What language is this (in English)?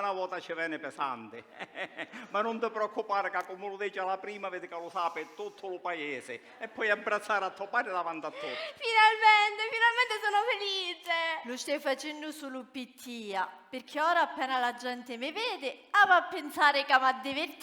Sicilian